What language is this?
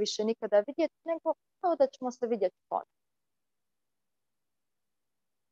Croatian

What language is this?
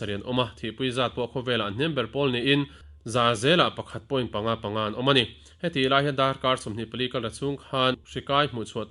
Mizo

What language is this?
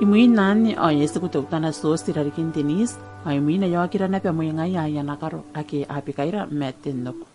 Gilbertese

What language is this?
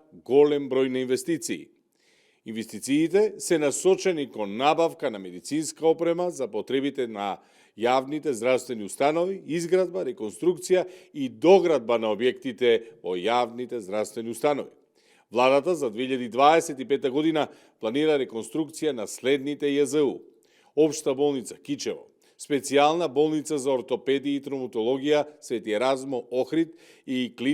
Macedonian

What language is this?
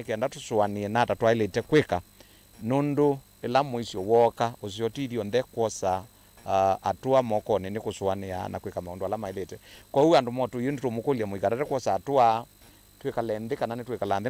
Kamba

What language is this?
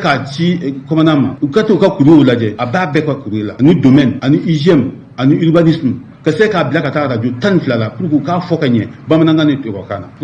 Bambara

